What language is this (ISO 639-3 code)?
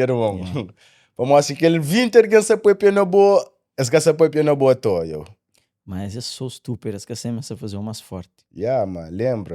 kea